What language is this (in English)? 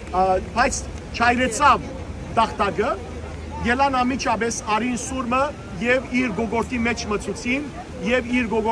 Western Armenian